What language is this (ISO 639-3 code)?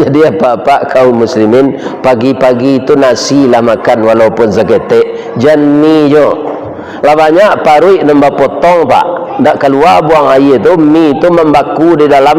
min